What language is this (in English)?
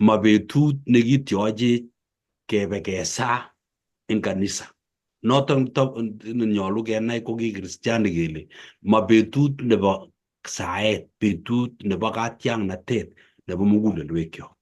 Kalenjin